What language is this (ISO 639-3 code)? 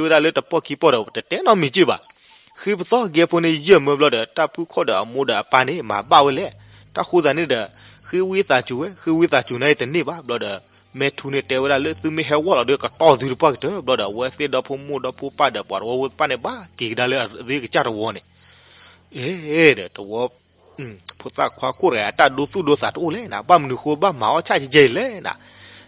ksw